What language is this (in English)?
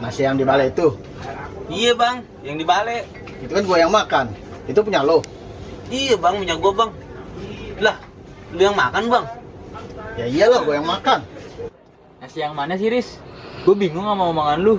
Betawi